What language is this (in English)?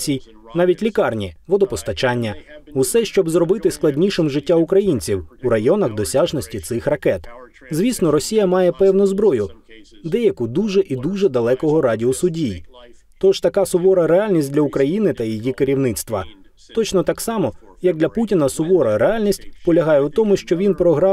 Ukrainian